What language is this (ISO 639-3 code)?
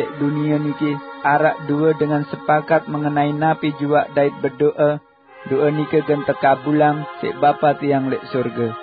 sas